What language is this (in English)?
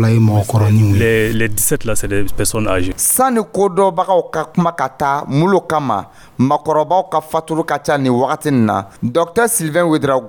Dyula